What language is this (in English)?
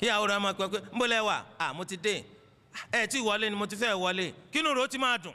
Yoruba